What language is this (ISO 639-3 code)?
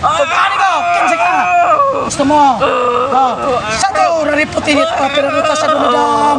ceb